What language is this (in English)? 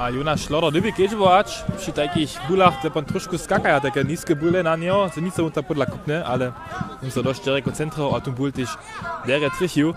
Upper Sorbian